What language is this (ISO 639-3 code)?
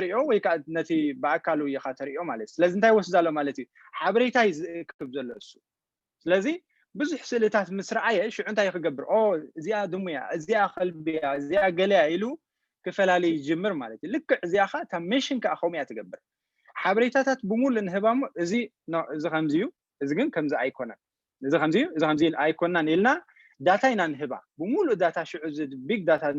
tir